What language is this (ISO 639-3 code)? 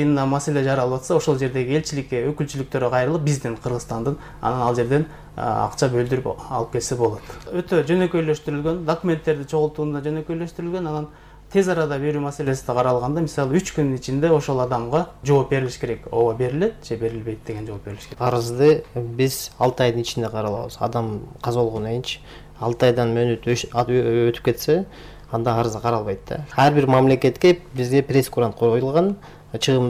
kir